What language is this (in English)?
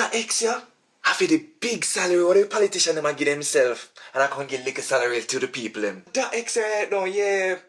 Jamaican Creole English